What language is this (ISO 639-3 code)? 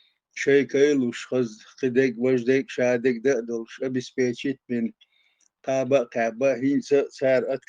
che